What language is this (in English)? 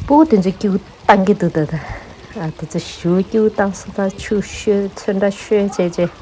Tibetan